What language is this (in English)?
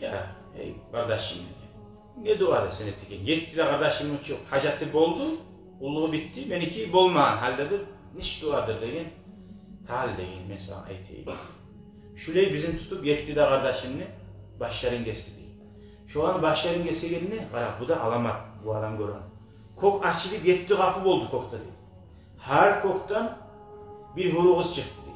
Kumyk